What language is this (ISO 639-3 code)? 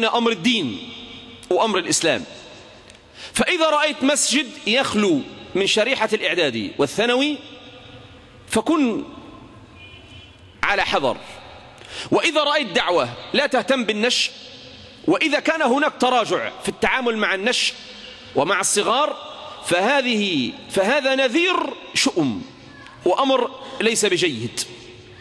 ara